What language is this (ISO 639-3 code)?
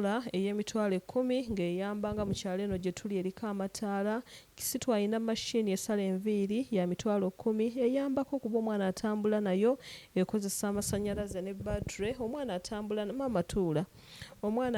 lug